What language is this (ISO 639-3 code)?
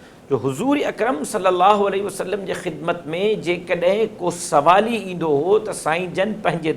snd